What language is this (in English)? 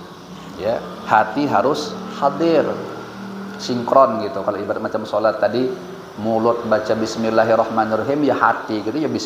Banjar